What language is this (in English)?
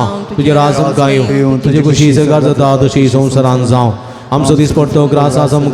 Konkani